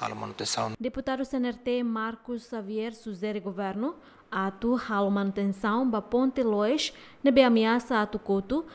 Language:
Tetum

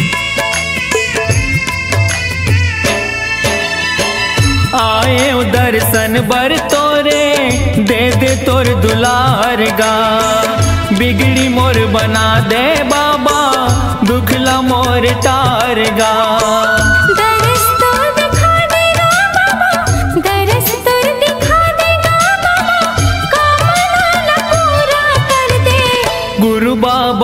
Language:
Chhattisgarhi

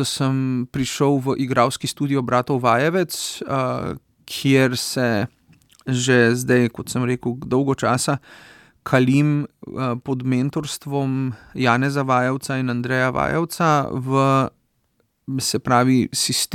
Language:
Slovenian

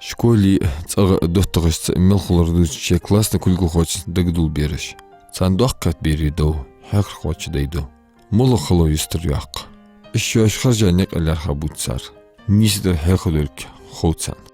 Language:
Ingush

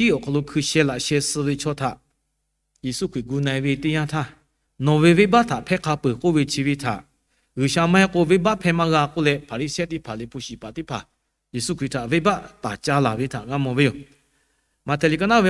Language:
Lahu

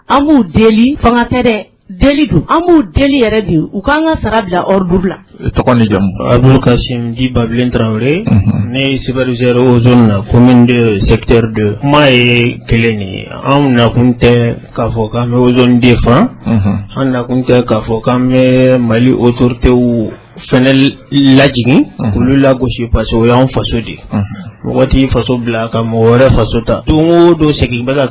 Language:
Bambara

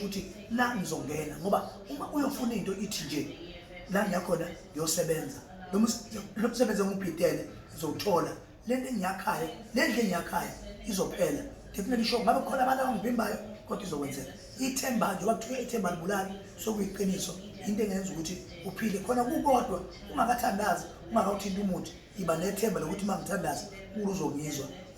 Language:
Zulu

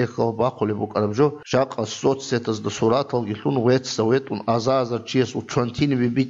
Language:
Avaric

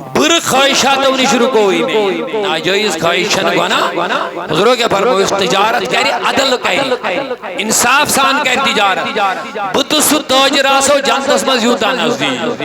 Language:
Kashmiri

